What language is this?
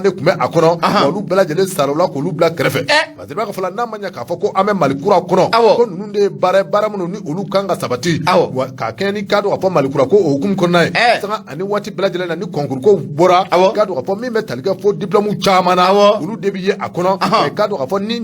Bambara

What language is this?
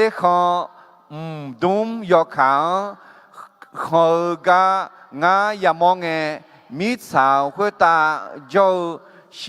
Akha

